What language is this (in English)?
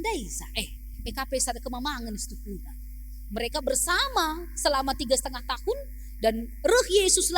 Batak Karo